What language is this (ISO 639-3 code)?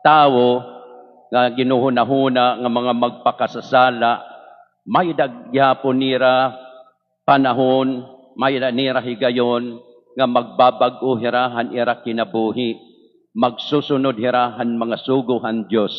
war